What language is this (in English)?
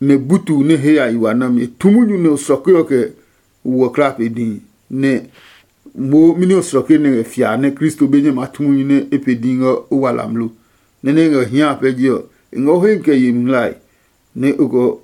Adangme